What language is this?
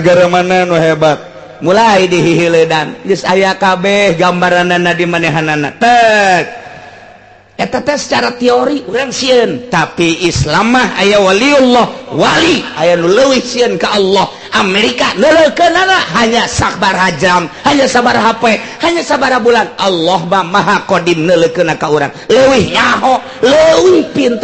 Sundanese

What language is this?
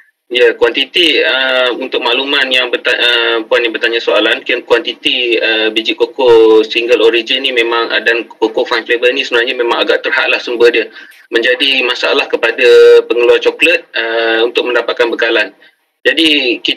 Malay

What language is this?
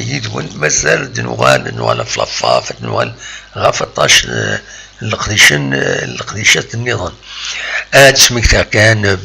Kabyle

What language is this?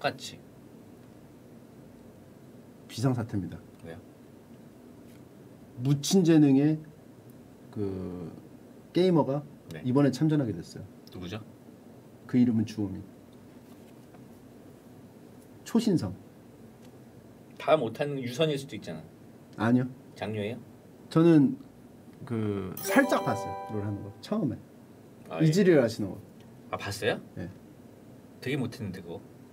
Korean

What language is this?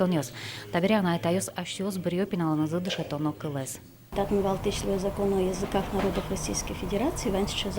Udmurt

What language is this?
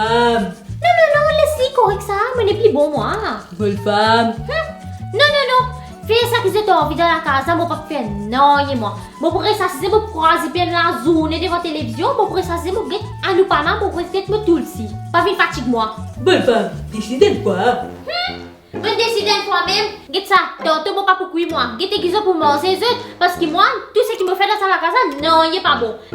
Morisyen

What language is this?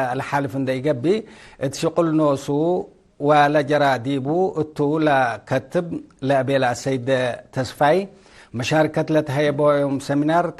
Tigre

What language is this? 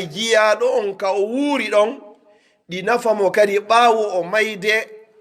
Pular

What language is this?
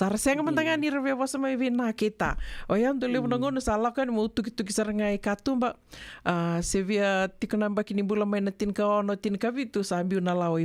Fijian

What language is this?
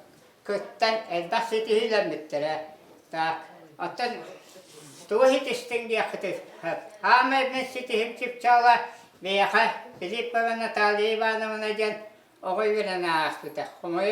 Yakut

